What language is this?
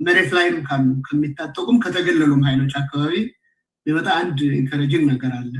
Amharic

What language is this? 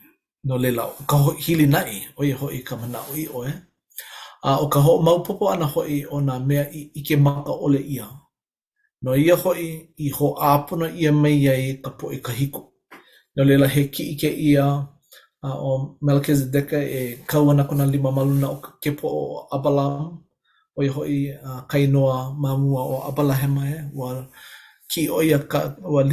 Hawaiian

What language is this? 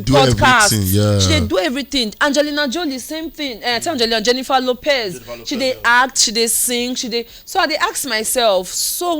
Nigerian Pidgin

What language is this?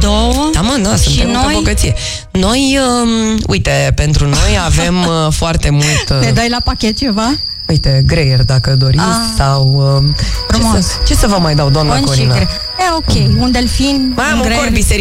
Romanian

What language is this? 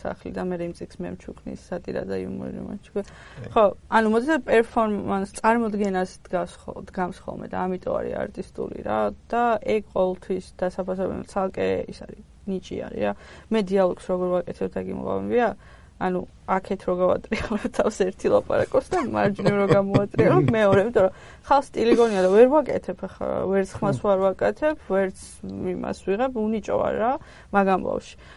Georgian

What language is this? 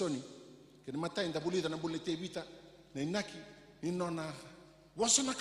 Fijian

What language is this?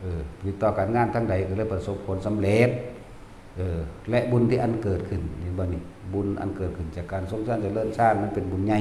Northeastern Thai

